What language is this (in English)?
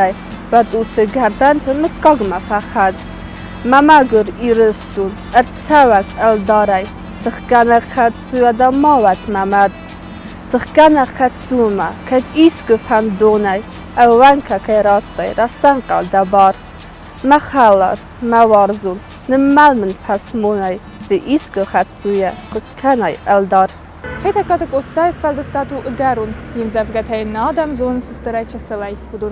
Ossetic